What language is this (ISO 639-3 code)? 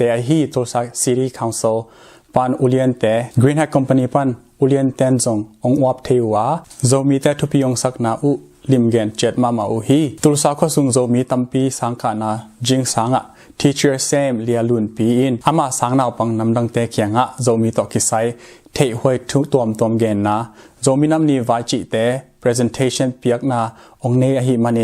ctd